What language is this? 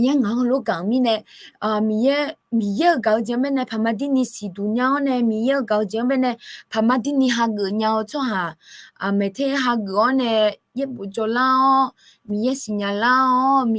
Akha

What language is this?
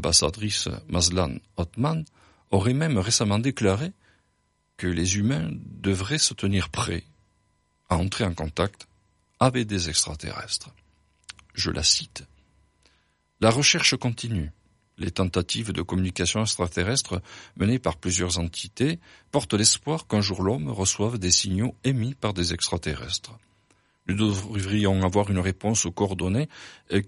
French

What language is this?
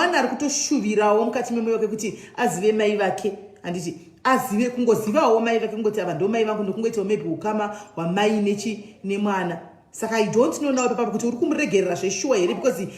Shona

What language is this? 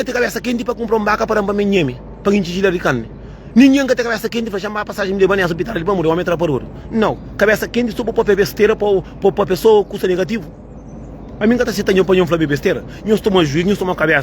Kabuverdianu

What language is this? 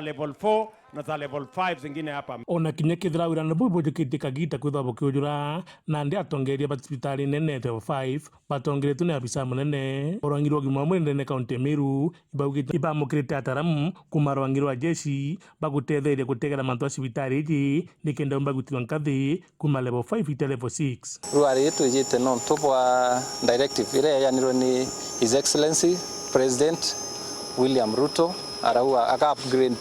Meru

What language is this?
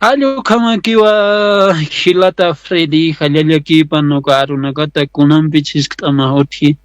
Aymara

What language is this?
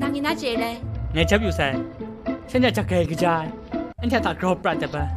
Kachin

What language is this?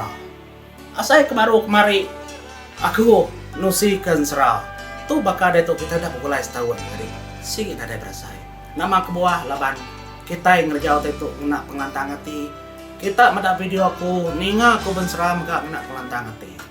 Iban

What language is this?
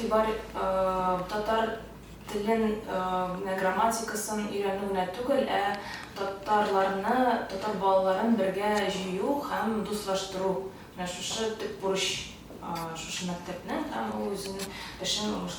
Tatar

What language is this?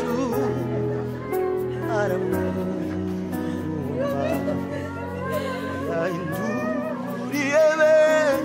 Kinyarwanda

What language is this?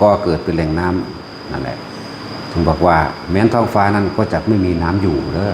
Lao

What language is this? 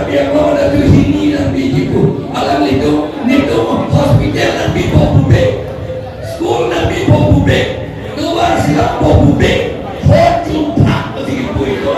Karbi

